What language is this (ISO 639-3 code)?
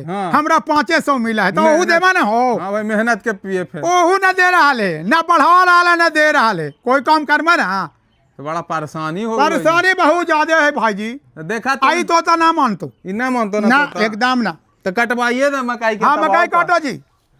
mag